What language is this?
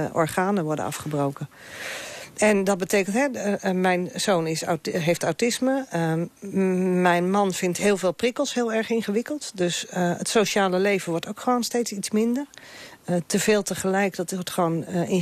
Dutch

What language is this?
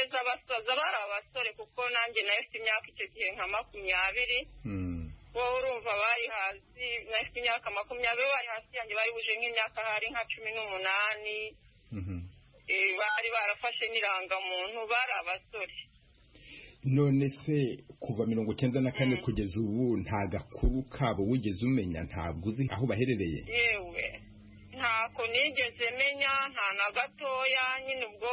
Kinyarwanda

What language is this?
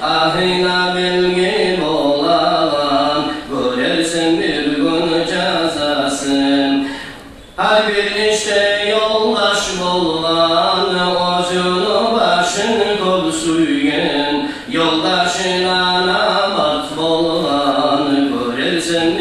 Kumyk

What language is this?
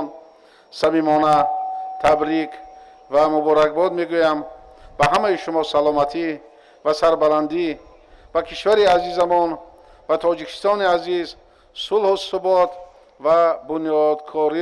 Tajik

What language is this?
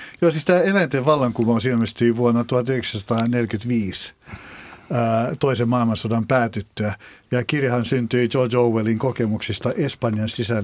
Finnish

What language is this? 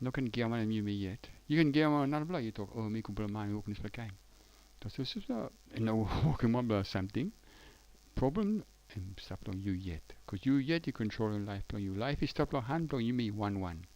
Tok Pisin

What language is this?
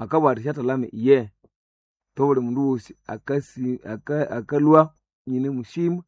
Nande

